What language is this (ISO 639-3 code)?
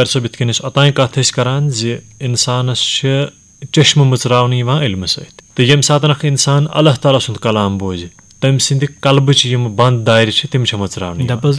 kas